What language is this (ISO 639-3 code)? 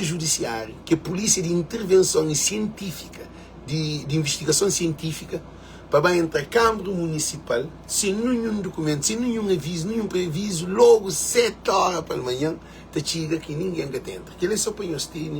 kea